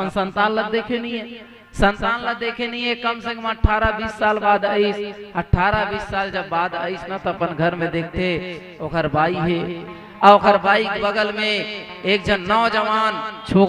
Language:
Chhattisgarhi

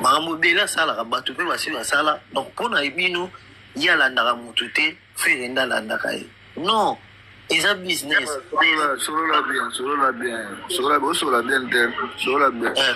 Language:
Lingala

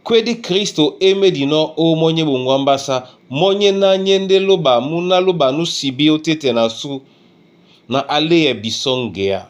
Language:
Duala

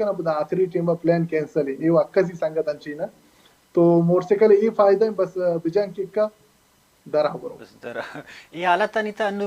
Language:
Baluchi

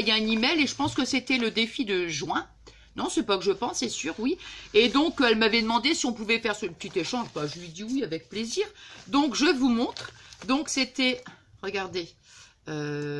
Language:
French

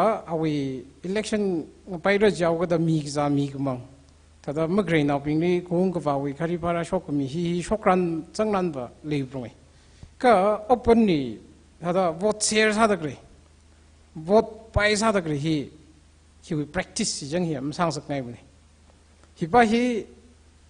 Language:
Tangkhul Naga (India)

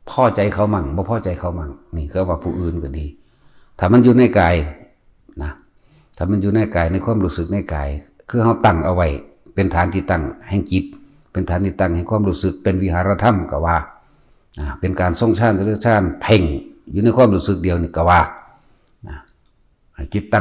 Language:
Northeastern Thai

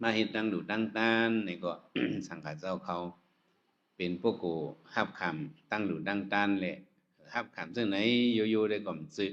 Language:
Shan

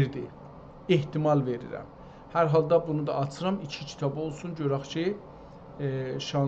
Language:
South Azerbaijani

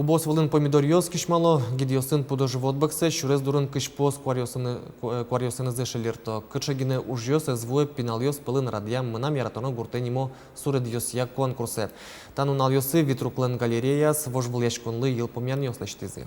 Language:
Udmurt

